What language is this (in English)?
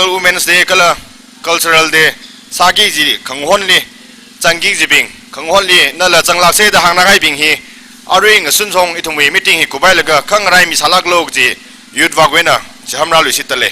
Tangkhul Naga (India)